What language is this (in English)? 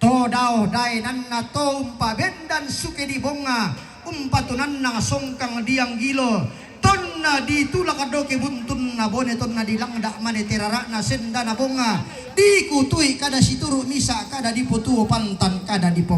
Toraja-Sa'dan